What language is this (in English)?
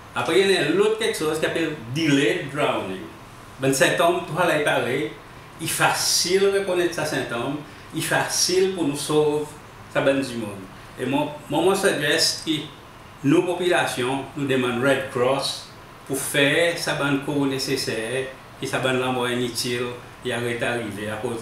Seselwa Creole French